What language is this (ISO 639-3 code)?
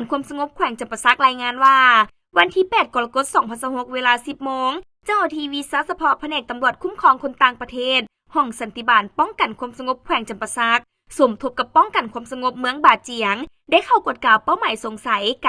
lao